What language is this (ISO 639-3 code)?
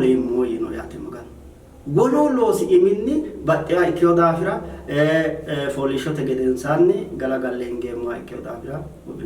sid